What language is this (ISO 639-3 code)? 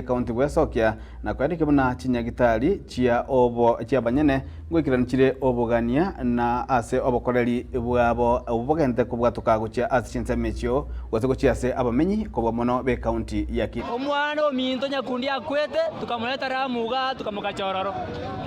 guz